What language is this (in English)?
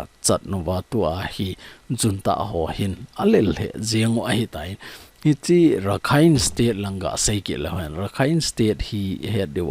Thado Chin